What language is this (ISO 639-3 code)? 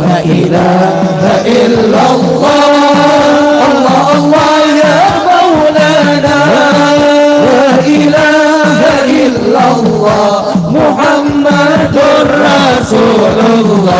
bjn